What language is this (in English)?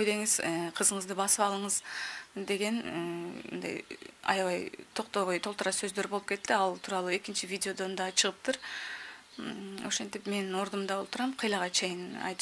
Kyrgyz